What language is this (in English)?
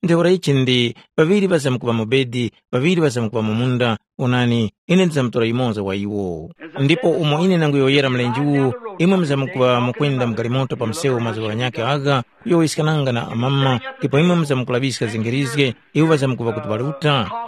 Tumbuka